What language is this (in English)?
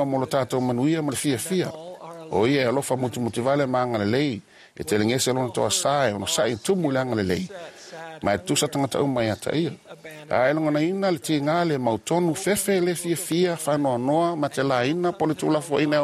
Samoan